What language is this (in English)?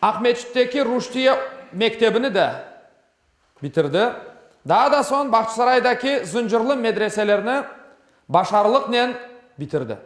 Crimean Tatar